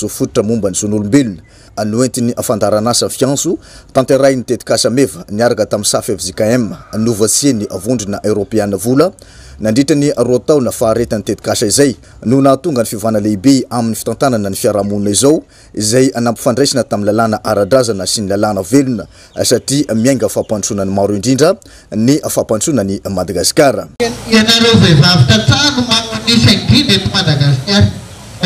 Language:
Malagasy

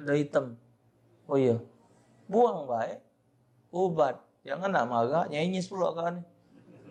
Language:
Musi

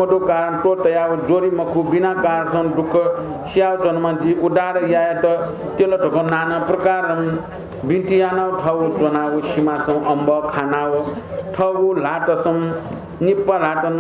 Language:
Newari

